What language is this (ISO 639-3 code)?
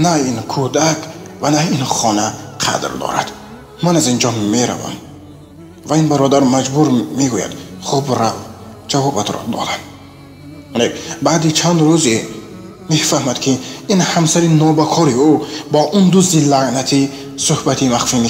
tgk